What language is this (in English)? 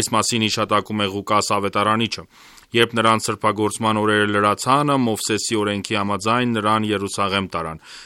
Armenian